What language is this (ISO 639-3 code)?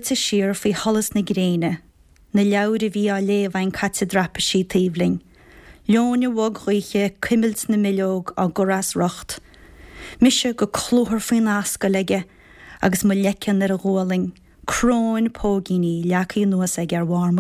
gle